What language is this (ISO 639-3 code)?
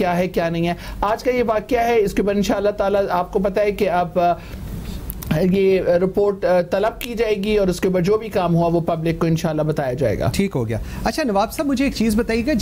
urd